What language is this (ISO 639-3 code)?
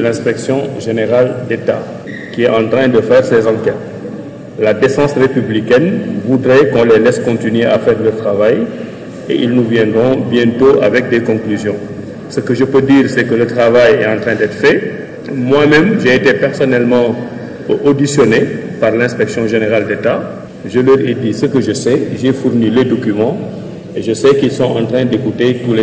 fra